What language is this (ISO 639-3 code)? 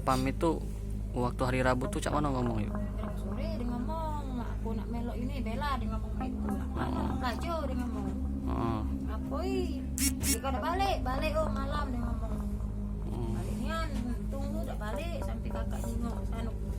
mui